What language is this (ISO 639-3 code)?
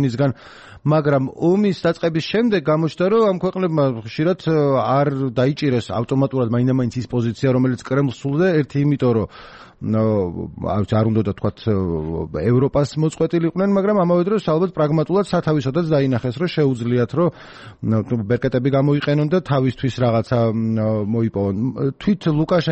kat